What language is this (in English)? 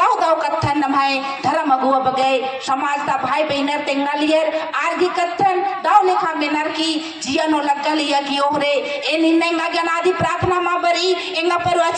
Kurukh